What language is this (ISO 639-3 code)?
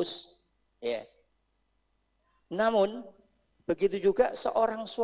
ind